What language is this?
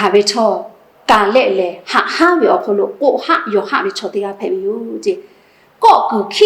Lahu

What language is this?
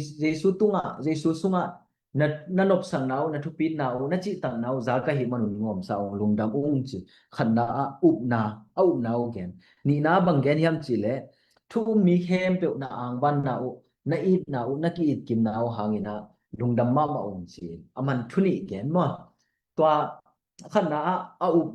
Tedim Chin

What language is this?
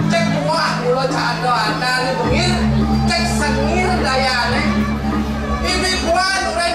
Balinese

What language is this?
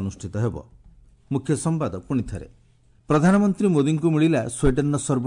Odia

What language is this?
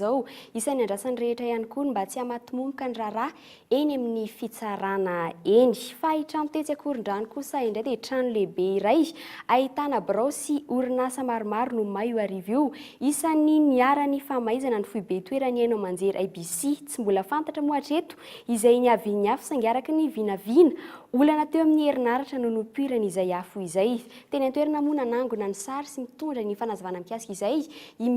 Malagasy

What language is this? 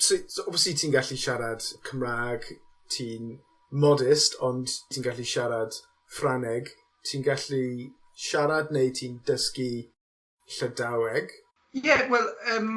Welsh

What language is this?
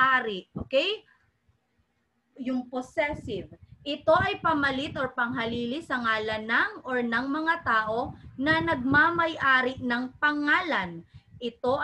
Filipino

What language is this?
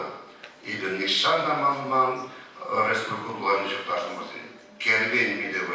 Chuvash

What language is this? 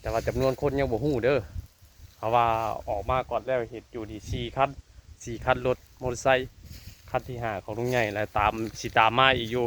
Lao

